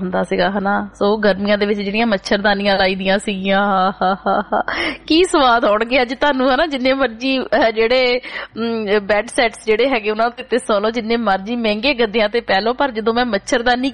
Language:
Punjabi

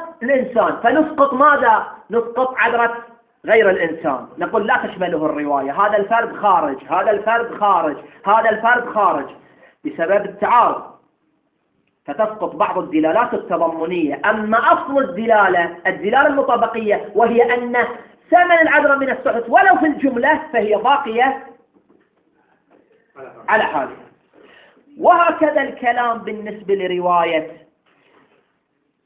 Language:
Arabic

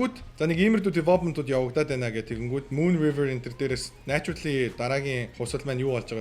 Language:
Mongolian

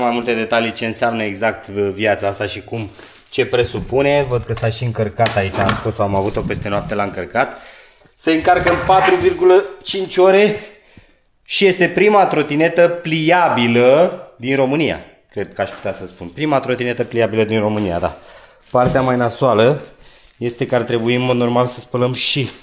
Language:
Romanian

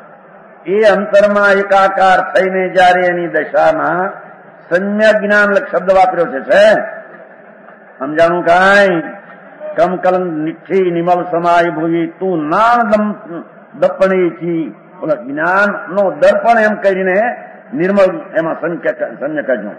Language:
Gujarati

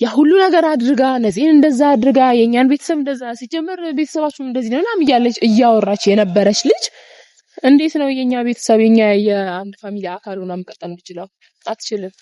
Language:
Amharic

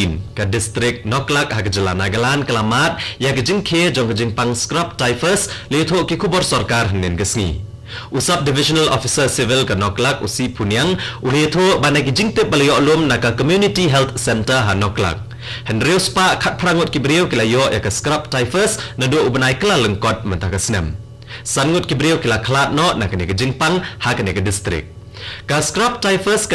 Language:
Khasi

